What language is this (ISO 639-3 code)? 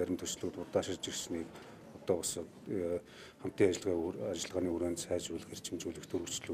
mon